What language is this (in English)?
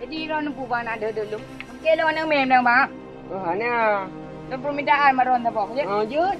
Achinese